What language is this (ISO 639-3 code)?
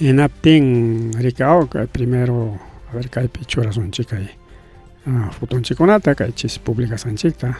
quy